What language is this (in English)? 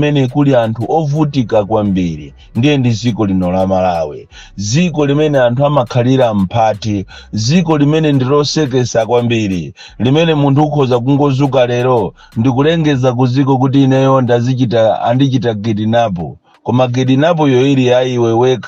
Nyanja